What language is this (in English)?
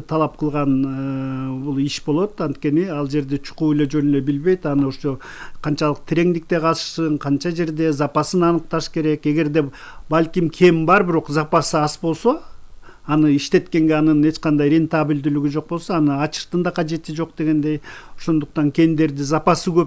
Kyrgyz